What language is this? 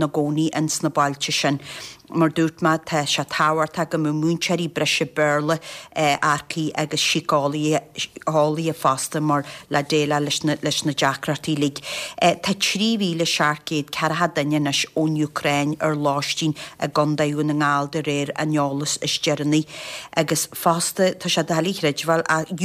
Irish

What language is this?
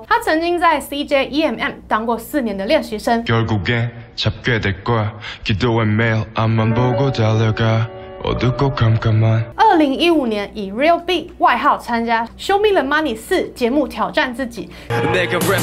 Chinese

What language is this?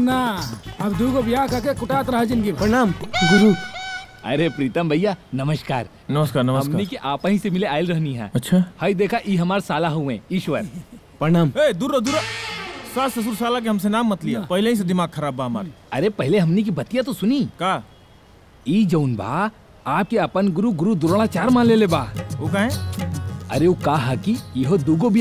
Bhojpuri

